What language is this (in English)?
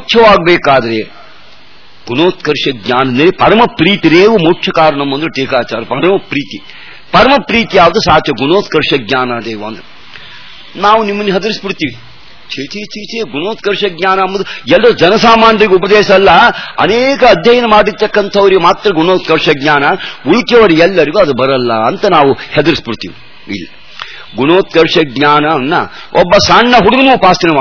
Kannada